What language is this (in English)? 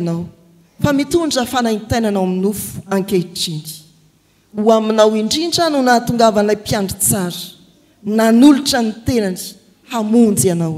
Malagasy